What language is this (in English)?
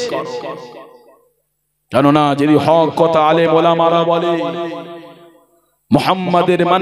Bangla